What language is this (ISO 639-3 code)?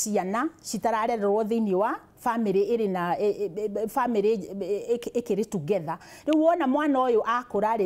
kik